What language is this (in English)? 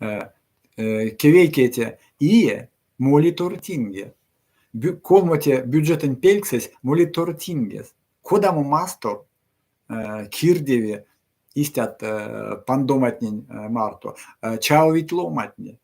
Erzya